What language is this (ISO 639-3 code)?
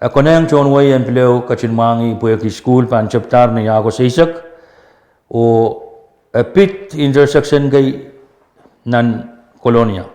pon